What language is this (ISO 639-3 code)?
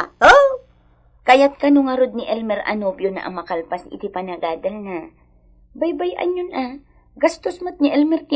ilo